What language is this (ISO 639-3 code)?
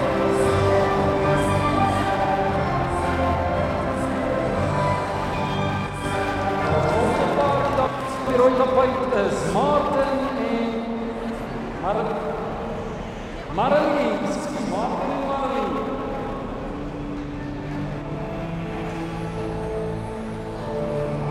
afr